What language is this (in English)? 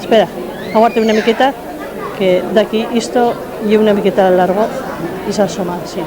Aragonese